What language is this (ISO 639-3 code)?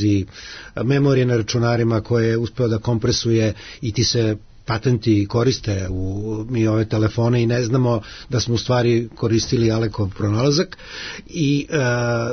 srp